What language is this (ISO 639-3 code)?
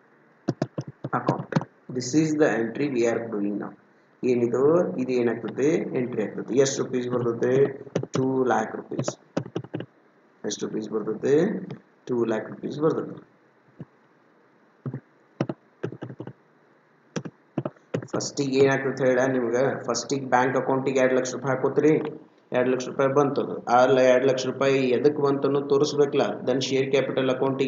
kan